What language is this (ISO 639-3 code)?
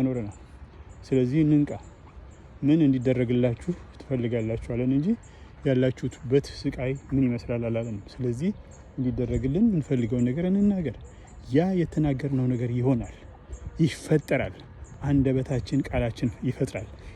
amh